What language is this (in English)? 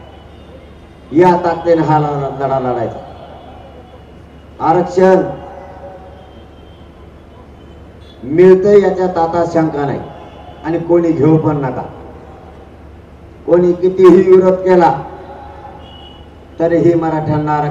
Marathi